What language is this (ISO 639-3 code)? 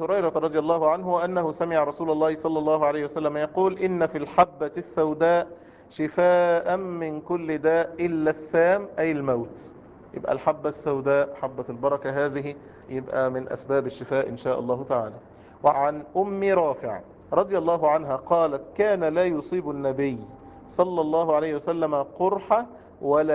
ara